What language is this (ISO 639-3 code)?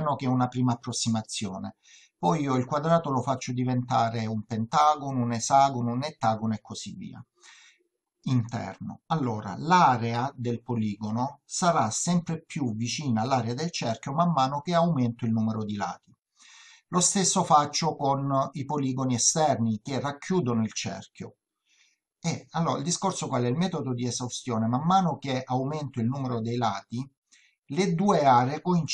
ita